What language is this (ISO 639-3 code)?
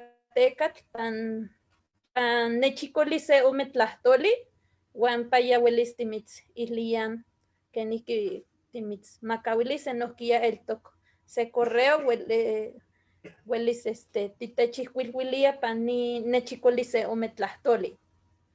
nhe